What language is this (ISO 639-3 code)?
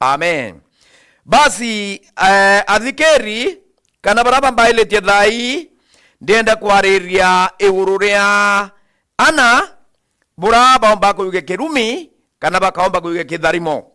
mer